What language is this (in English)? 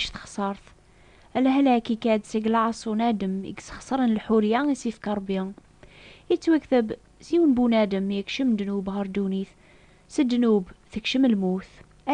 Kabyle